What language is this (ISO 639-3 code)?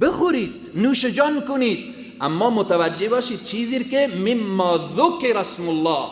fas